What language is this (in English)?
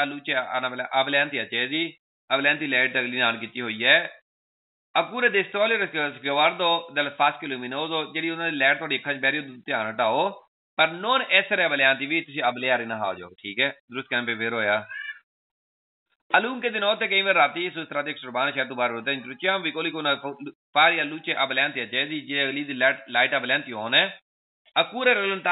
Punjabi